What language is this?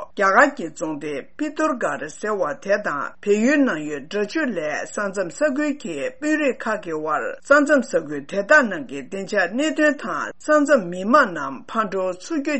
Tibetan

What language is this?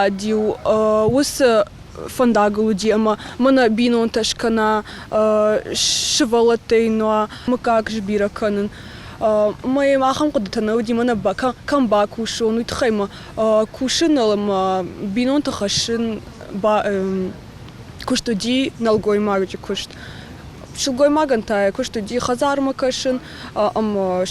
Ossetic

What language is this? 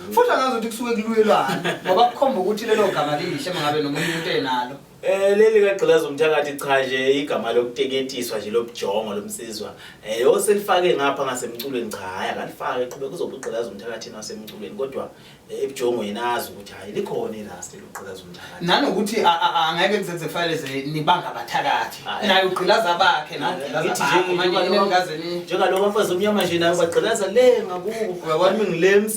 Zulu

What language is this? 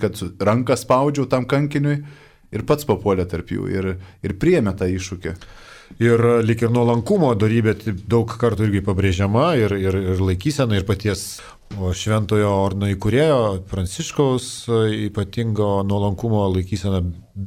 Lithuanian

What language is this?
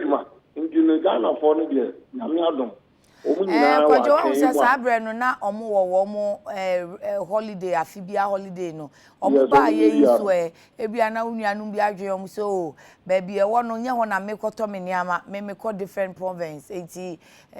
Akan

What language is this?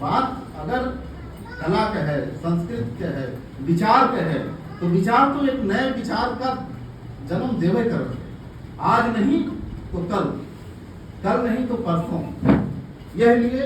Awadhi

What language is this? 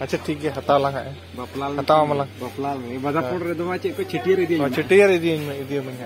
Santali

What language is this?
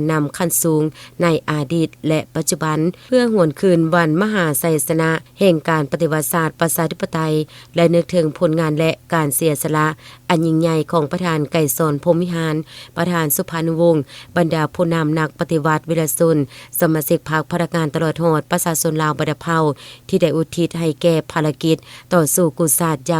Lao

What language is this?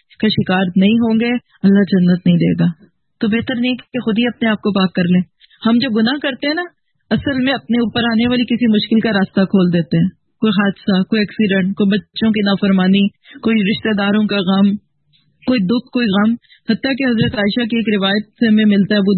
Urdu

